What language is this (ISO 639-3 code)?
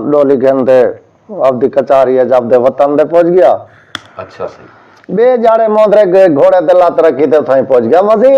skr